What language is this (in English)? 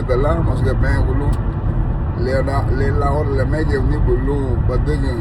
Garifuna